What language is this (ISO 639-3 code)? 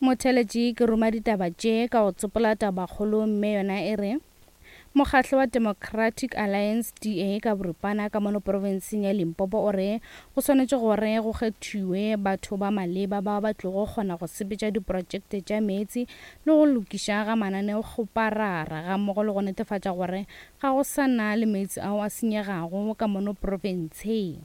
nso